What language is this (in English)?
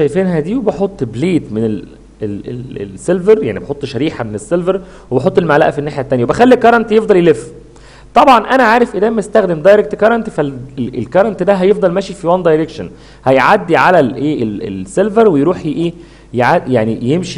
Egyptian Arabic